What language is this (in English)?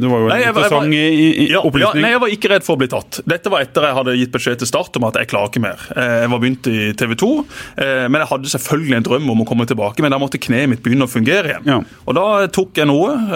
Norwegian